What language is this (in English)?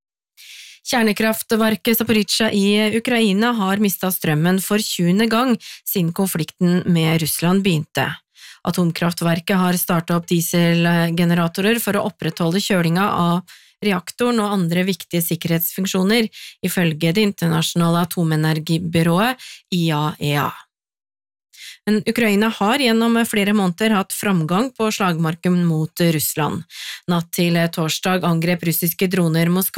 Norwegian